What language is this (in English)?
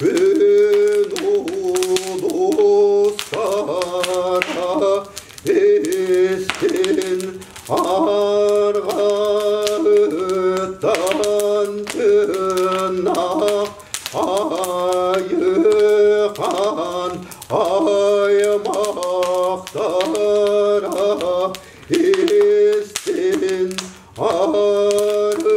Yakut